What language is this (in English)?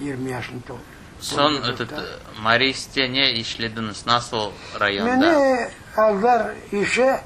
Crimean Tatar